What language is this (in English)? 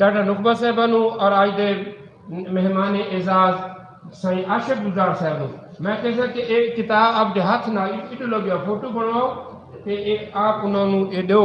Saraiki